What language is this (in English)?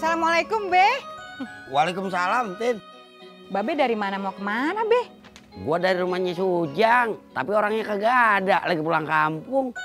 Betawi